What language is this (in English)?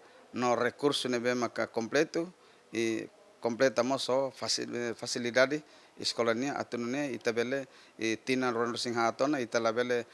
Tetum